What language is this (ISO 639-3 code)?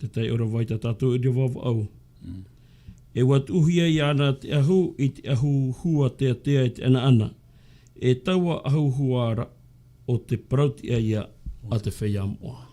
tah